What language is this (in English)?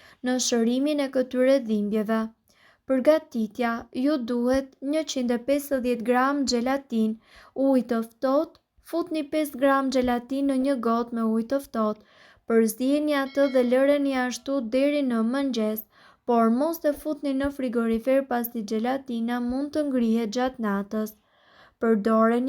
Albanian